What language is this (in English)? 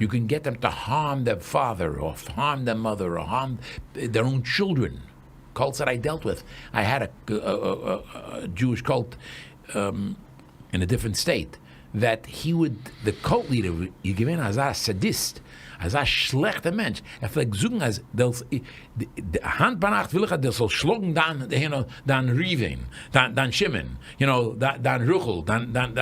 Yiddish